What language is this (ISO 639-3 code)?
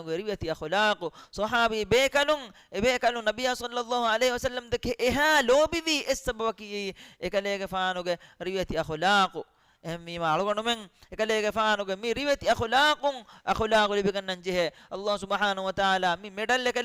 div